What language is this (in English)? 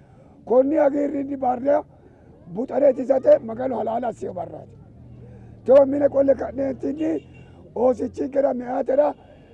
Sidamo